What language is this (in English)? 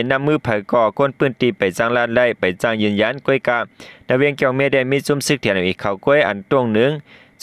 Shan